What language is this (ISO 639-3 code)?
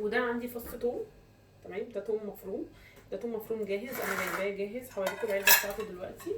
arz